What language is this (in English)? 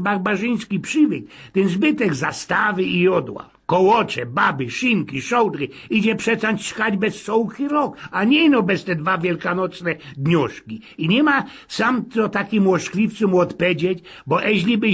Silesian